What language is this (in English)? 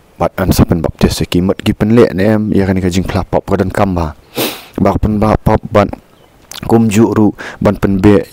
Khasi